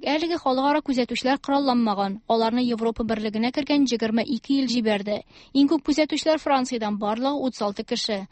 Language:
Tatar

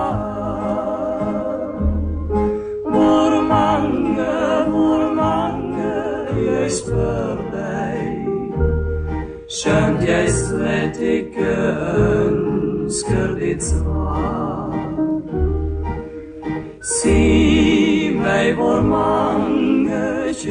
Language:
Norwegian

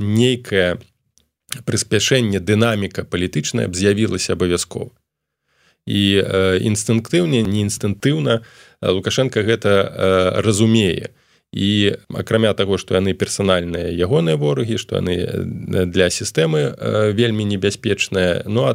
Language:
Belarusian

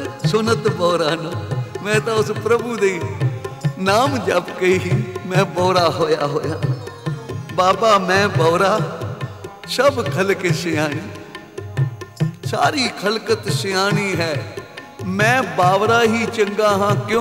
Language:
Punjabi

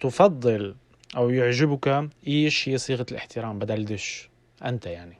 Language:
North Levantine Arabic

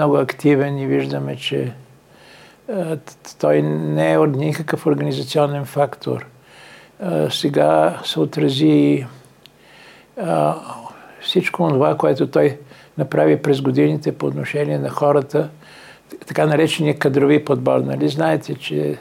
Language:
Bulgarian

